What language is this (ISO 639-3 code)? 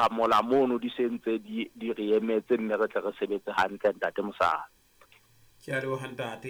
sot